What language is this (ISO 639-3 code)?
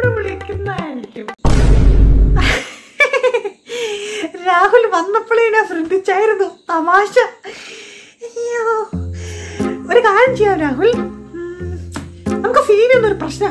mal